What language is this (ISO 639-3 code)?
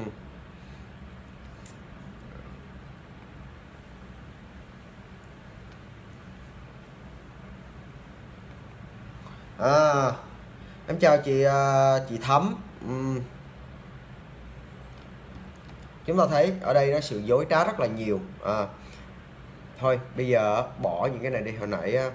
vie